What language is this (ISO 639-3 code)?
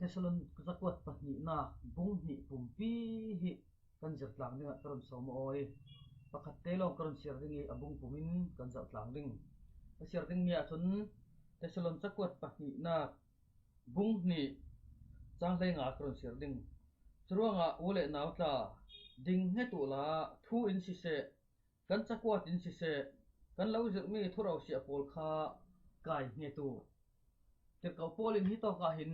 cfm